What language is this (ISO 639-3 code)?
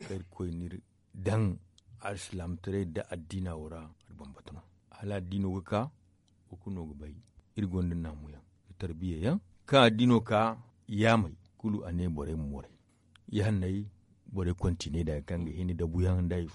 dje